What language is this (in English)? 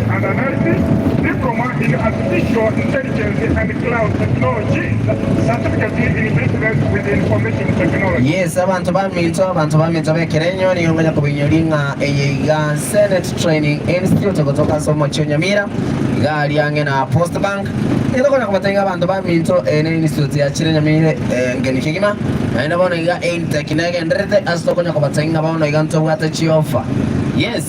Gusii